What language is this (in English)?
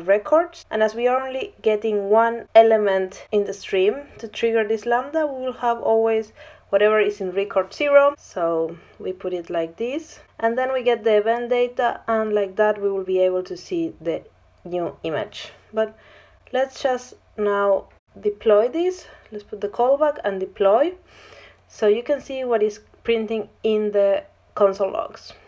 English